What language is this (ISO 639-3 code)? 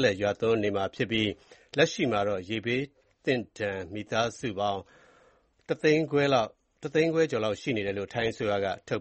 mya